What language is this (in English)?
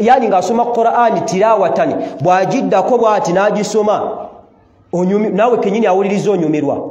Ganda